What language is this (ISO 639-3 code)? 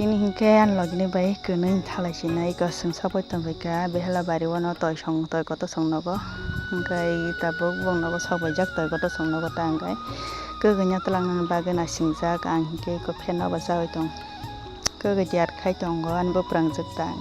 trp